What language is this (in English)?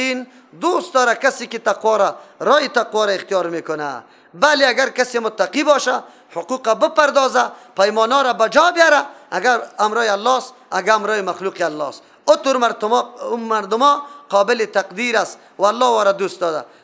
Persian